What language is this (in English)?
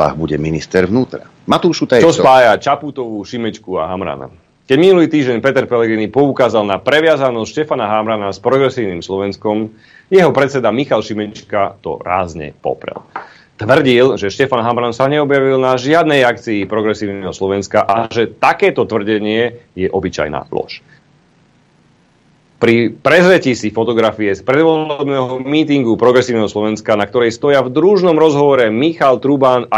Slovak